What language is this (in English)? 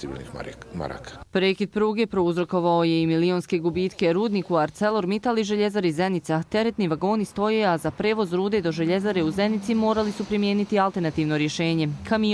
Bosnian